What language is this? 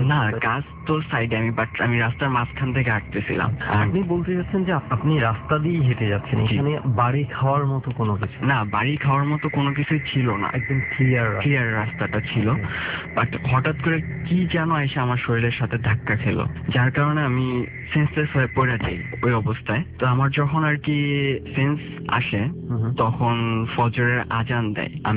Bangla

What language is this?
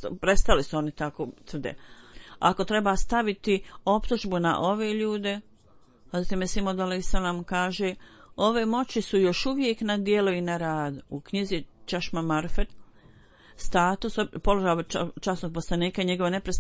Bosnian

